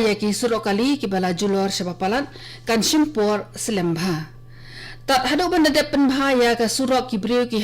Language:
Khasi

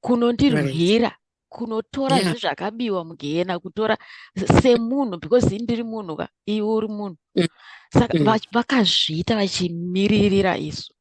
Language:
Shona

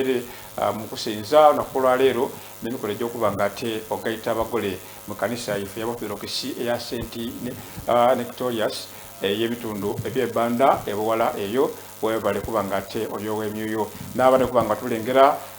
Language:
Soga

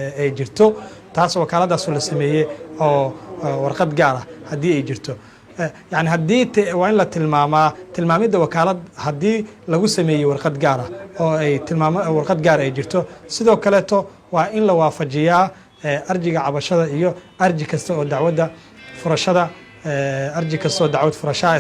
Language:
Somali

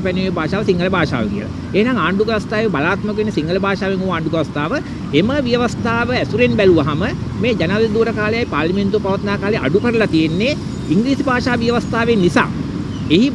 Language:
Sinhala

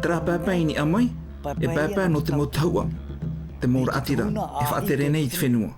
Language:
Tahitian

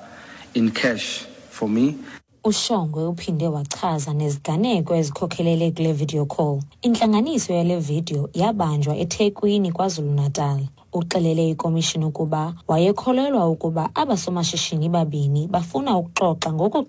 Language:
Xhosa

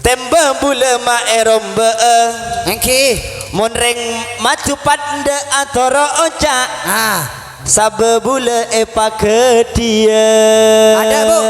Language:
Madurese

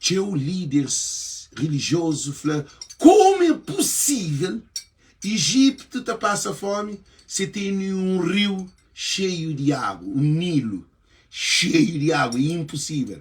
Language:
Kabuverdianu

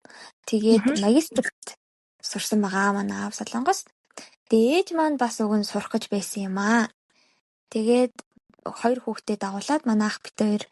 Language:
Mongolian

